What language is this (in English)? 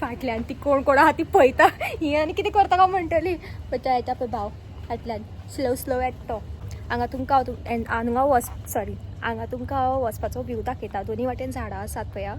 Konkani